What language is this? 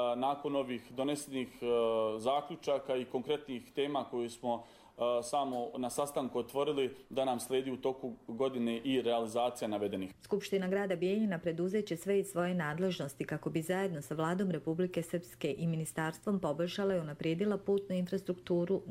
Croatian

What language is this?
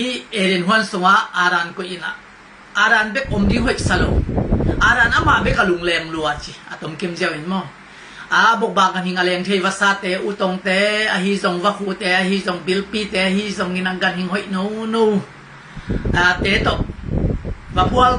Tedim Chin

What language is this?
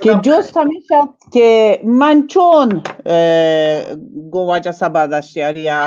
Baluchi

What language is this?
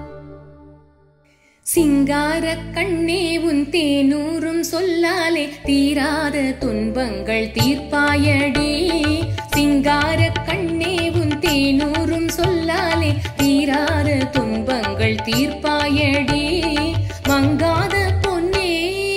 Tamil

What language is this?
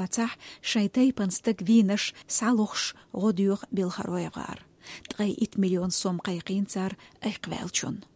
Chechen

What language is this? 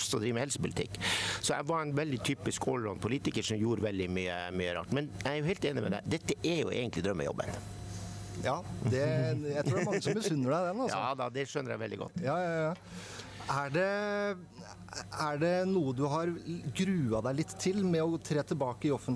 Norwegian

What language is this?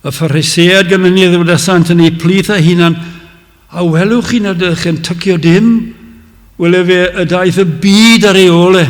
Welsh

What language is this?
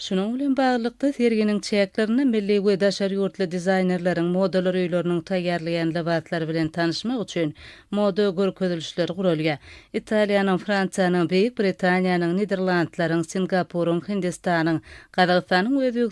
Turkmen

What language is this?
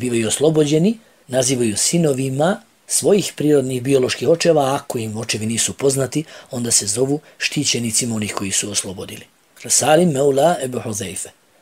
Bosnian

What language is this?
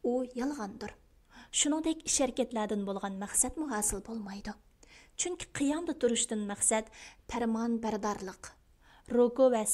Uyghur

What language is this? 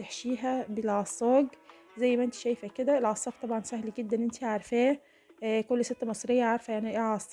Egyptian Arabic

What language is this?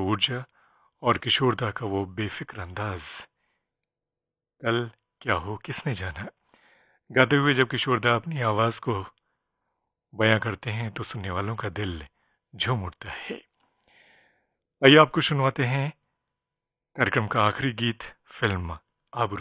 Hindi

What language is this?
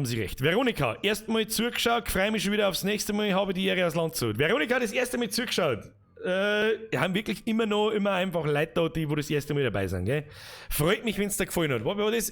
Bavarian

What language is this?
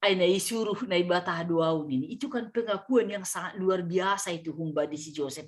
Batak Simalungun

